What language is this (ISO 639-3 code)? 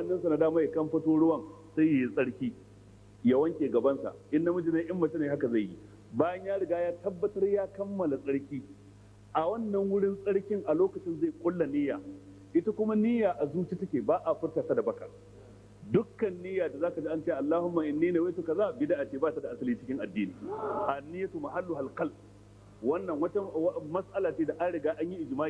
hau